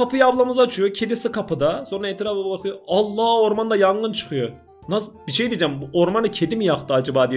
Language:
Turkish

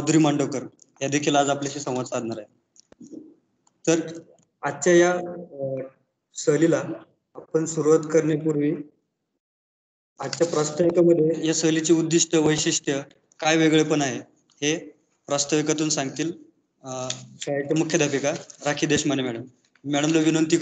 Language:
Marathi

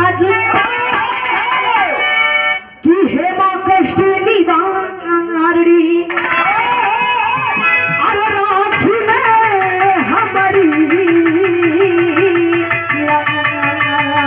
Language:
Bhojpuri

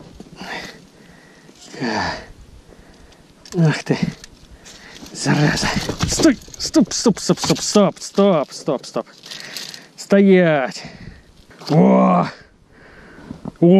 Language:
Russian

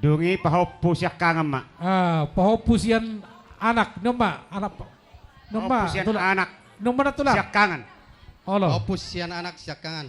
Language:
Batak Toba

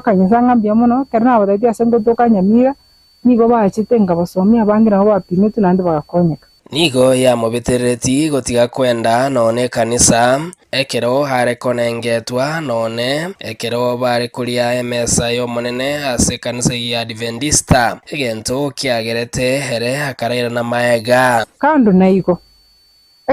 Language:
Gusii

